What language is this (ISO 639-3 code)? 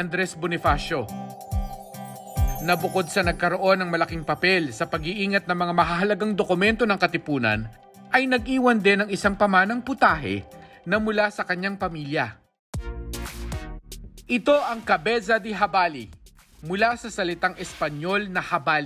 fil